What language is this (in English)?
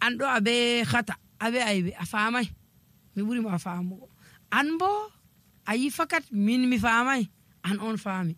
Nigerian Fulfulde